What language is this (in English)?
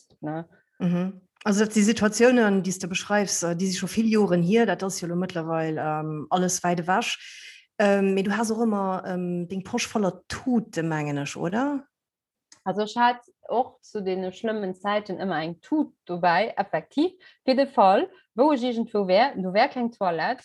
Luxembourgish